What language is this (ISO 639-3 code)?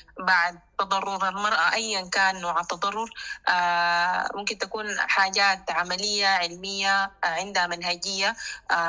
apd